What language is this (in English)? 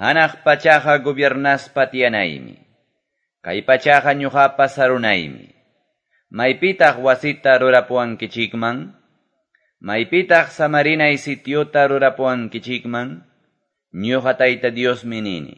Quechua